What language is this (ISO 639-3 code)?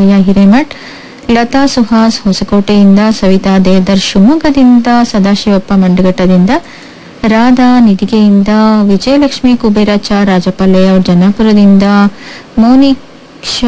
kan